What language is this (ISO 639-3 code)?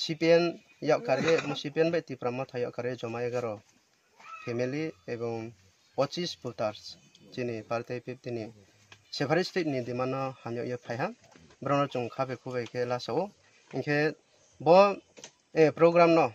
trp